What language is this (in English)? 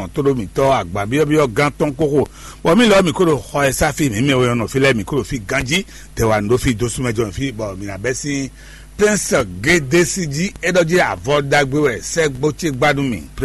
Fon